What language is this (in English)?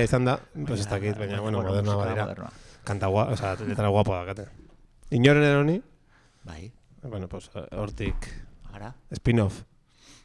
Basque